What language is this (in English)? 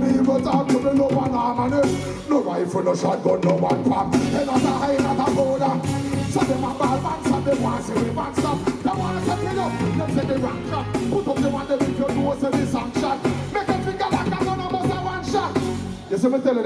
Jamaican Creole English